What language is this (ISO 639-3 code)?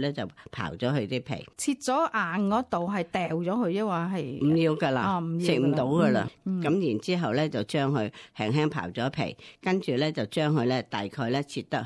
yue